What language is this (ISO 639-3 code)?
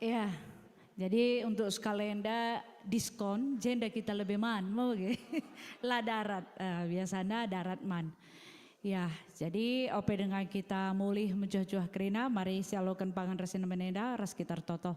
btx